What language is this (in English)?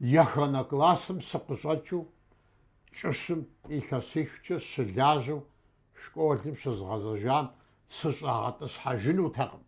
Kabardian